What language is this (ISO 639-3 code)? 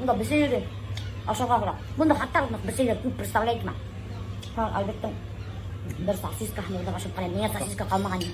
bak